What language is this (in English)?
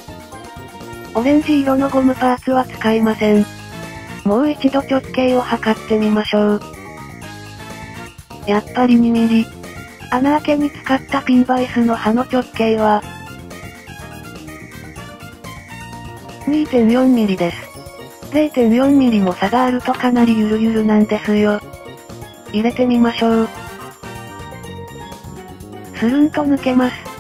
Japanese